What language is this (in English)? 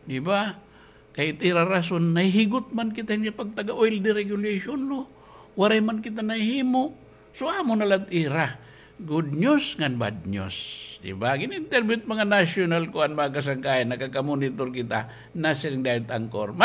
Waray